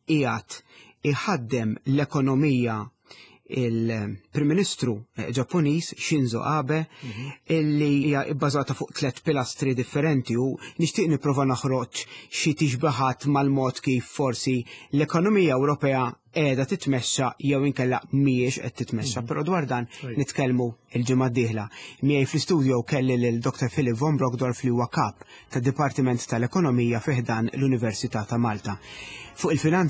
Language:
Maltese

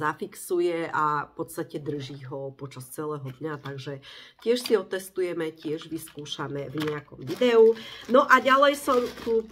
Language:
Slovak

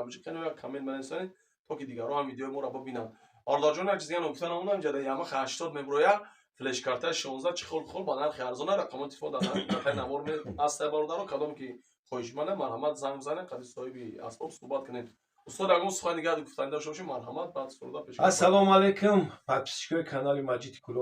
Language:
Tajik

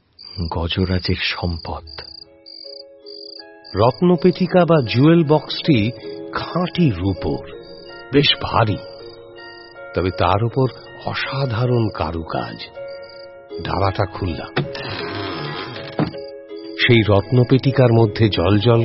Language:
Bangla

